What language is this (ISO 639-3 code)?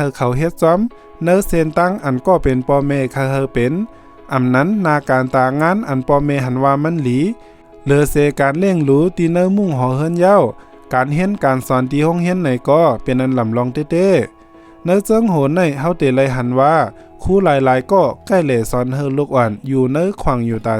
shn